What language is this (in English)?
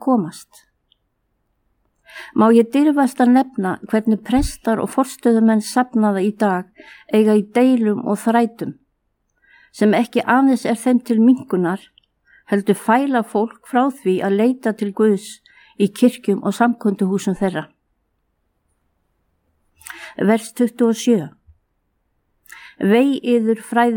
Icelandic